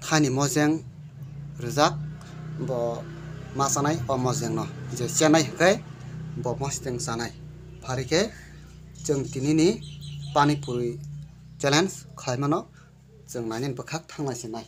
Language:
Kok Borok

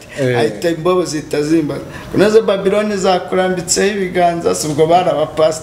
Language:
Kinyarwanda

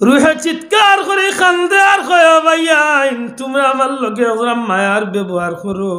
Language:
Sylheti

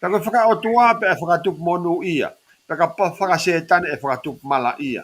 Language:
Tongan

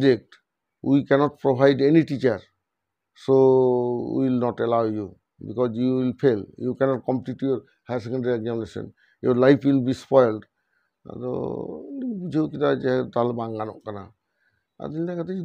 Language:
Santali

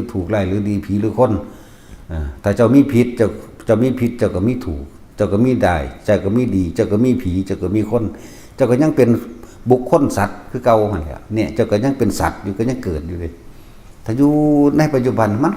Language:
Northeastern Thai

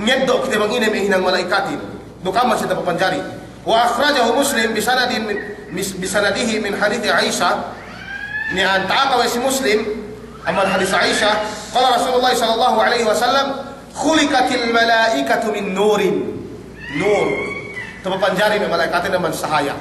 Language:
Yakan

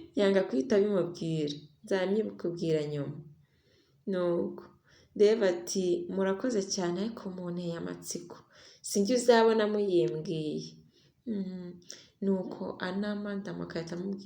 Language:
Kinyarwanda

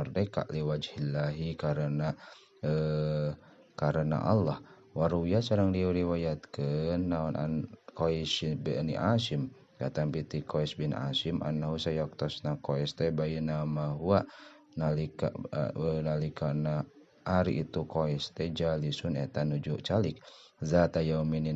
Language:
Sundanese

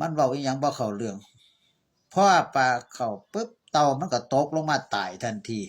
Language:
Northeastern Thai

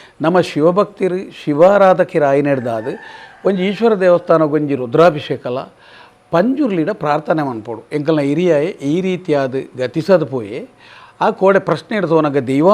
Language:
Tulu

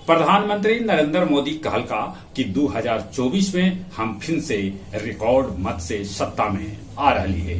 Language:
Magahi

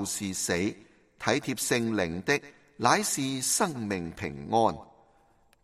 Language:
Cantonese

